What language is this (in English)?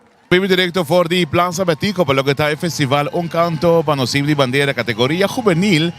Papiamento